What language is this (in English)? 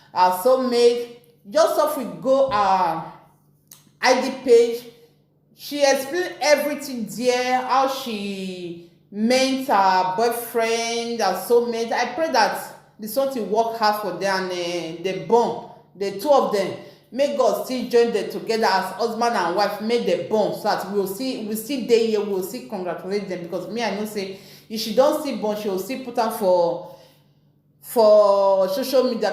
Nigerian Pidgin